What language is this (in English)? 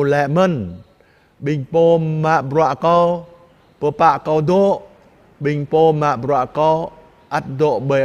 Jarai